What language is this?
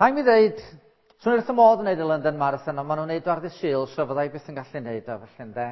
Welsh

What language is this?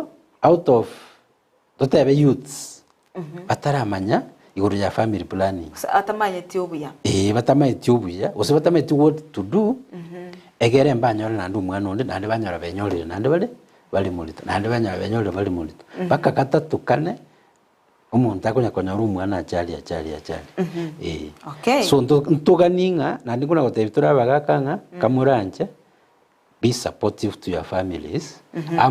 Gusii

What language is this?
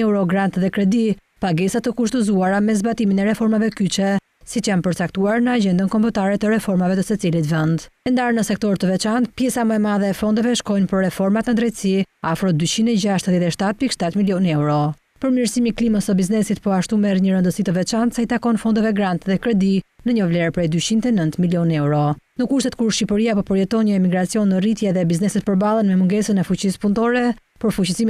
Albanian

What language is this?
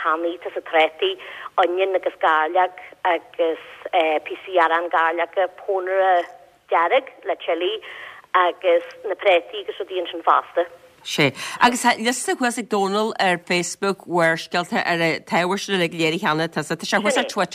Irish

